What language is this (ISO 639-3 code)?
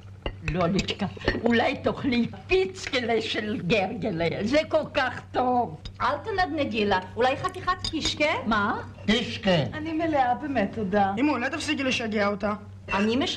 heb